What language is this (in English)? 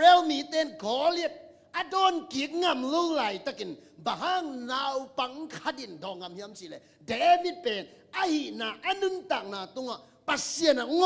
Tedim Chin